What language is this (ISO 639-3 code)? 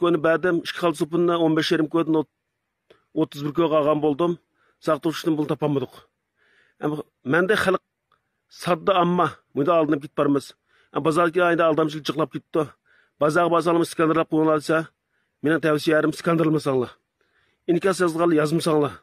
uig